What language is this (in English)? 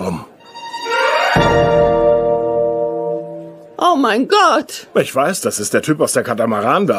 German